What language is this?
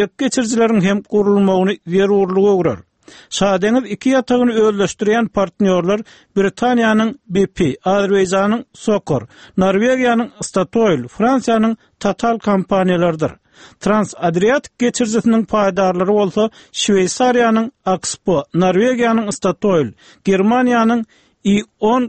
Turkmen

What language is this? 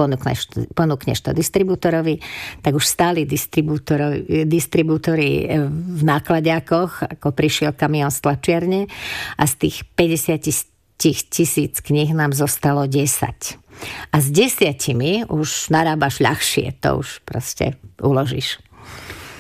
Slovak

